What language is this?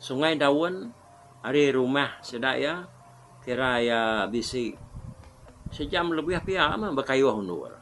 Iban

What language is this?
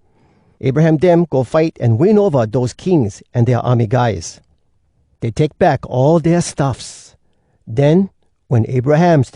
Hawai'i Creole English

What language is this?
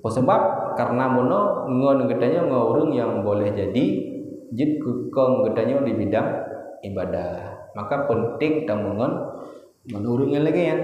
Achinese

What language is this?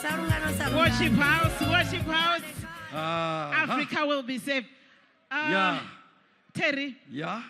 Venda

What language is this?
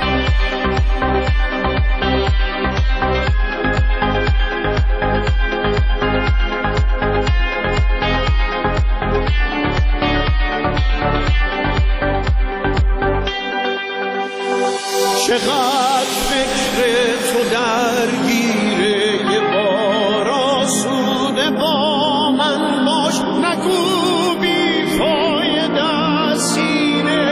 Persian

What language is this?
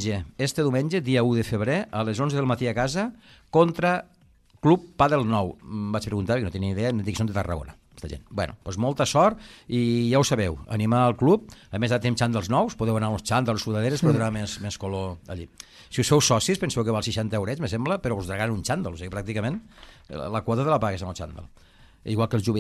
Catalan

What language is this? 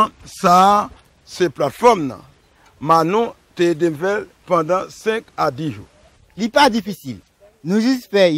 Haitian Creole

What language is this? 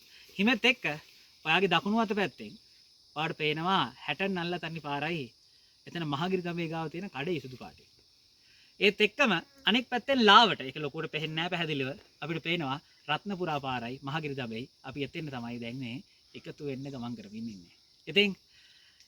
Sinhala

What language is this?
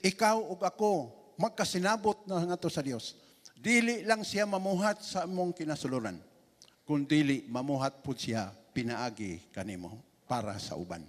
Cebuano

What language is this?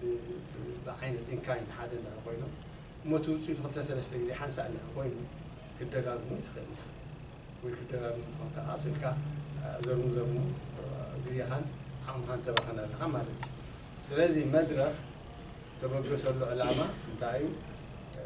Tigrinya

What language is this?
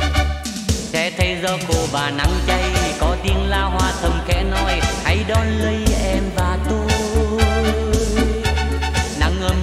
Vietnamese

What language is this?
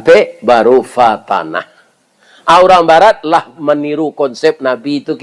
Minangkabau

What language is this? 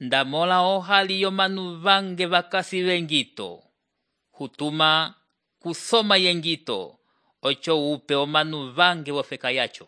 Umbundu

